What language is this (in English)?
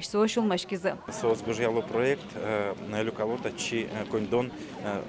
Udmurt